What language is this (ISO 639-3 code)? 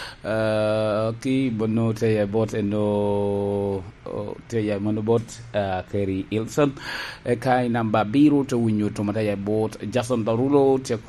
laj